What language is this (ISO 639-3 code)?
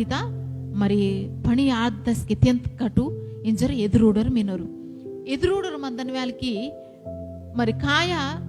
kff